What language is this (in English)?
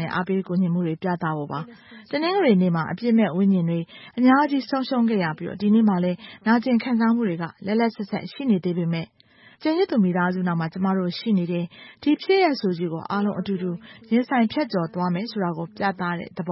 Burmese